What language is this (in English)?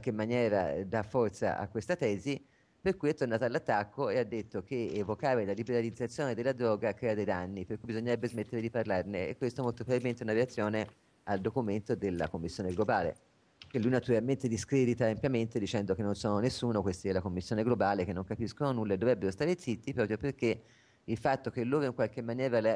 Italian